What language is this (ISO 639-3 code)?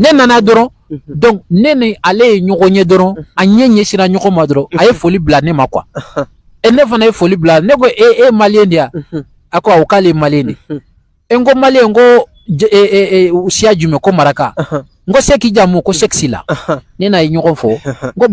bam